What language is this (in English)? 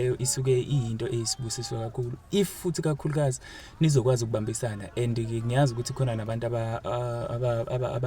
Zulu